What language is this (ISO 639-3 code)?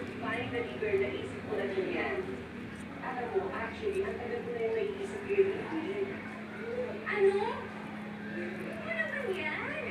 fil